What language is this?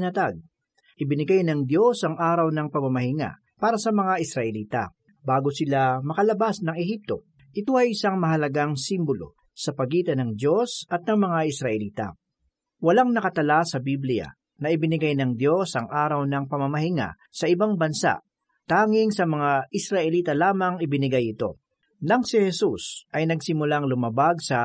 Filipino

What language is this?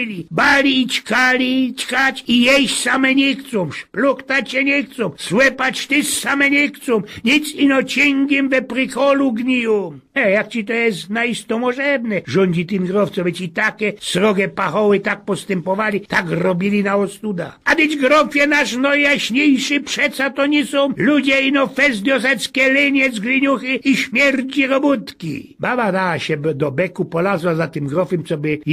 Silesian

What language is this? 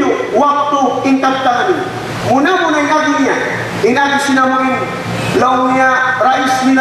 Tausug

